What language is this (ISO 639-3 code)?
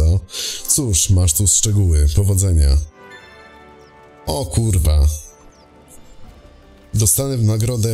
pol